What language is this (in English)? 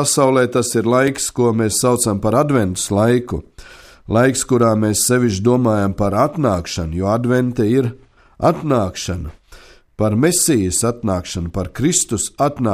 Latvian